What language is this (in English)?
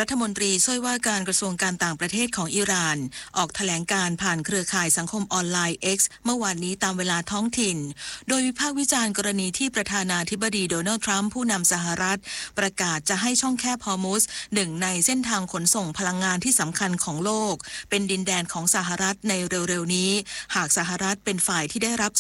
Thai